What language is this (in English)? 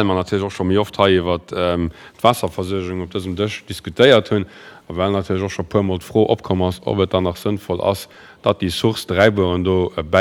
Luxembourgish